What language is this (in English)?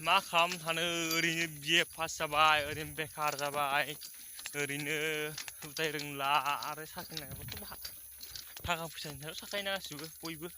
Bodo